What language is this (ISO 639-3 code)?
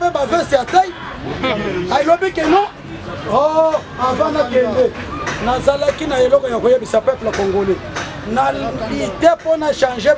lin